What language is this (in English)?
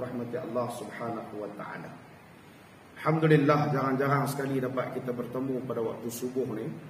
Malay